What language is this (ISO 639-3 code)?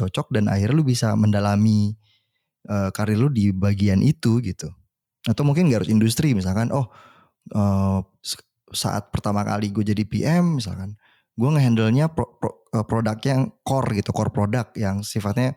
ind